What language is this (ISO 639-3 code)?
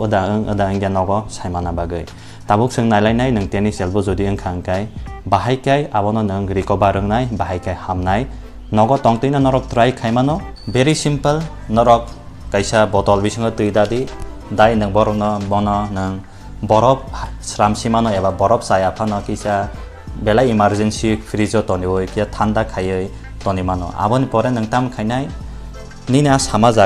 trp